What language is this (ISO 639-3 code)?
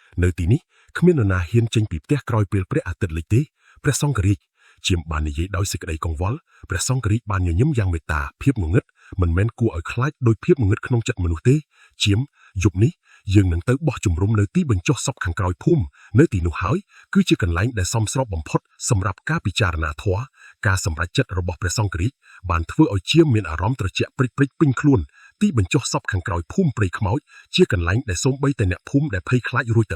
khm